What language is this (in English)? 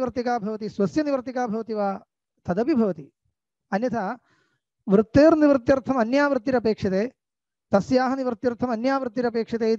Sanskrit